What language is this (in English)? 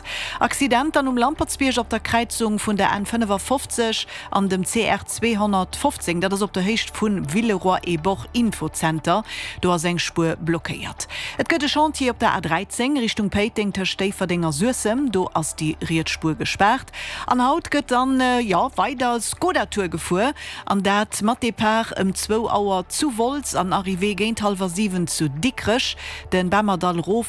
Luxembourgish